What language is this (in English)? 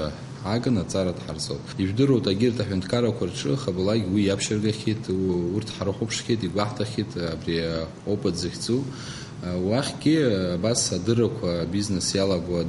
Abkhazian